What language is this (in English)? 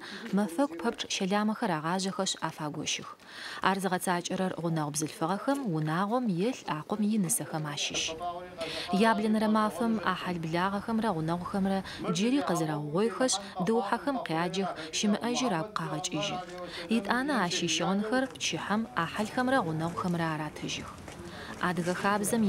Adyghe